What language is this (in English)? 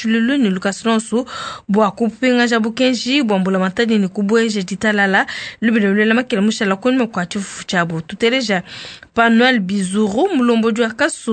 Luba-Lulua